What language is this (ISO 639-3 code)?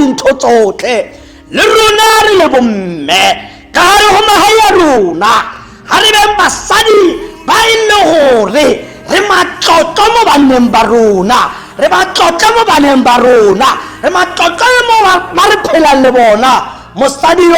tsn